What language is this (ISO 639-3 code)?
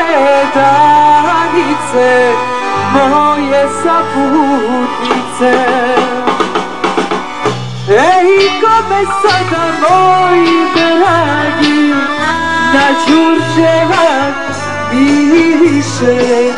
srp